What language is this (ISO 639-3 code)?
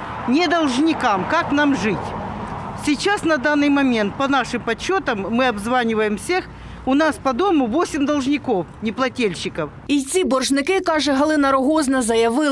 ukr